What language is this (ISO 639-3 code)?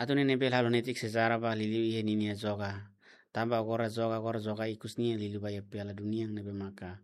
tet